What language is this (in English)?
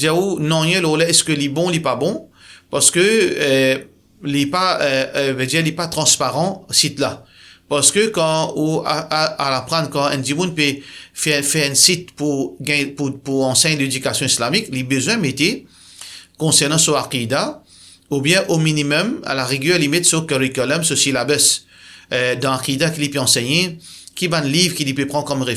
Morisyen